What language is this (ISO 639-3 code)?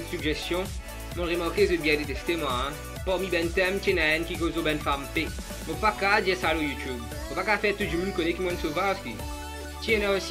mfe